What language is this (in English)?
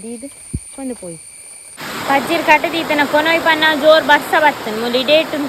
Tulu